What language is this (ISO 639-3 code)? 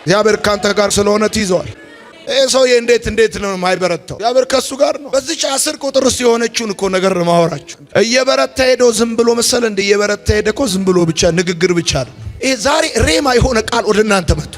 amh